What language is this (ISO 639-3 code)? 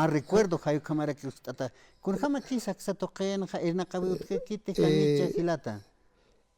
aym